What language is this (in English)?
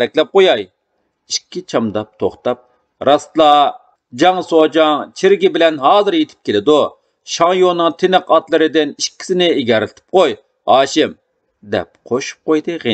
Uyghur